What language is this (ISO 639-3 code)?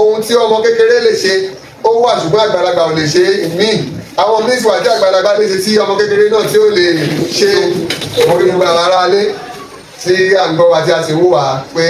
yor